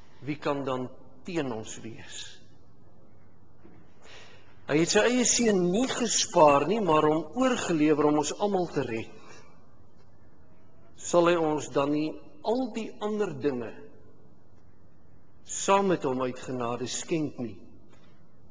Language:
Afrikaans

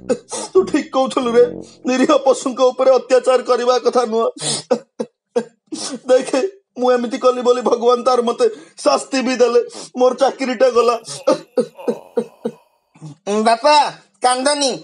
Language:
Odia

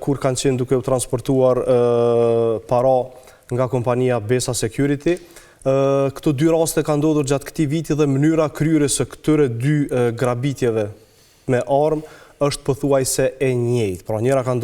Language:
Albanian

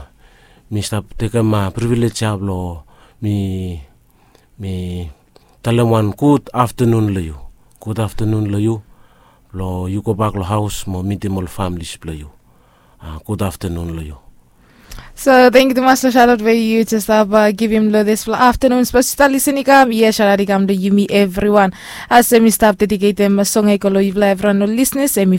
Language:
Bislama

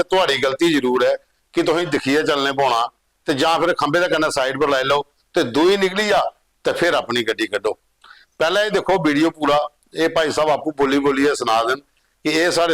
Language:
Dogri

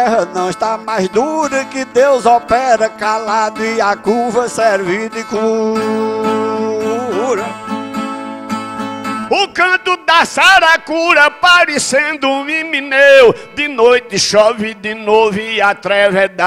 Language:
Portuguese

